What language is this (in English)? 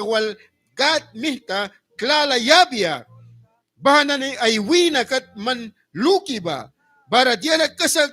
Mískito